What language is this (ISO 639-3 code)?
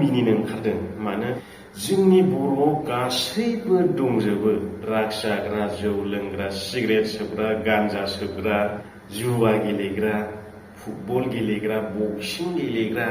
brx